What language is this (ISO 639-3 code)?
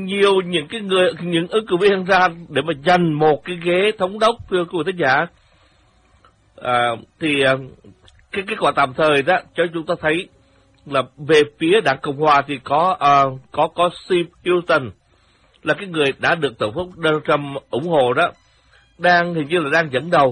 vie